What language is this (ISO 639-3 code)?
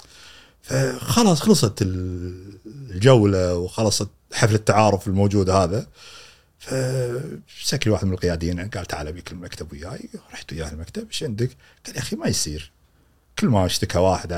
afb